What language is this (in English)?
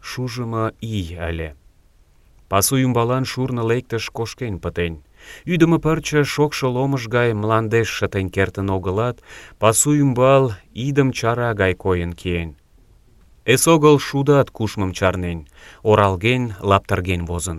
Mari